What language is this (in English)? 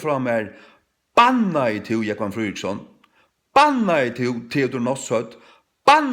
Faroese